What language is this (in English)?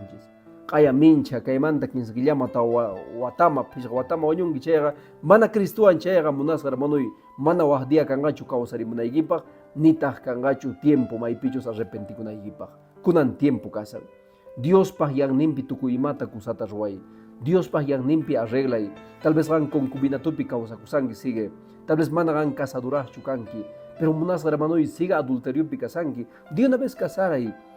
Quechua